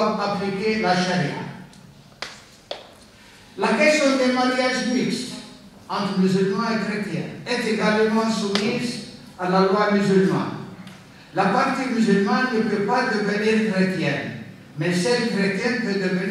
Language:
French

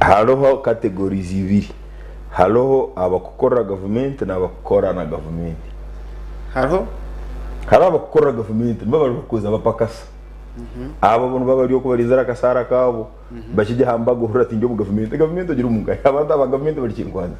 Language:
Nyankole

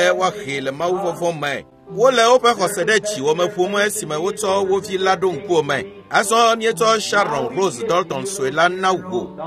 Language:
Ewe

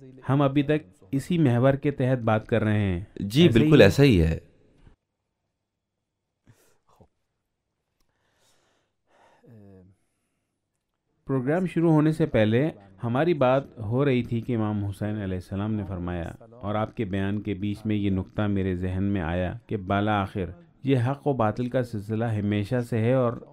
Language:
Urdu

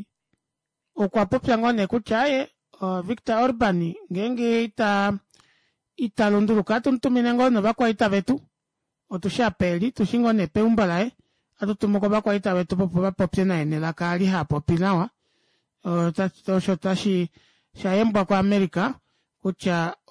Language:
Kuanyama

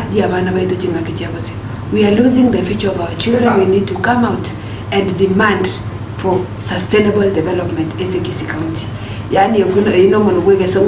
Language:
Gusii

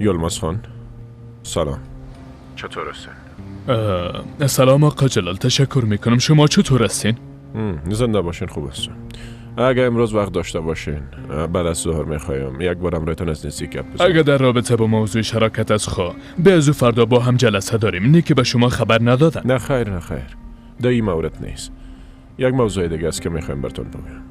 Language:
Persian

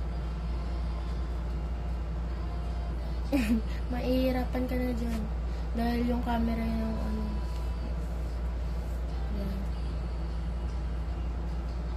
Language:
Filipino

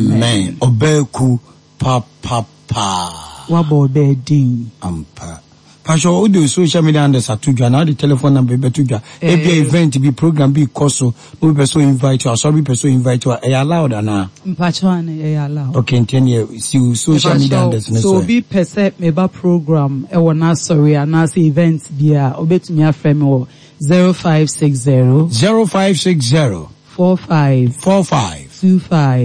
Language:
Akan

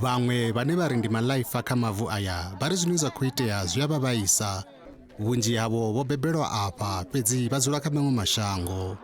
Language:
Venda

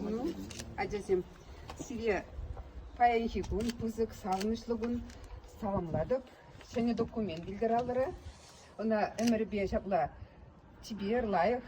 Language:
Chuvash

